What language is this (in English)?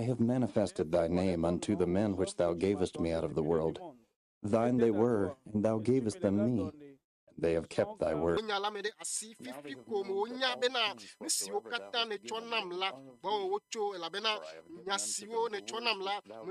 Ewe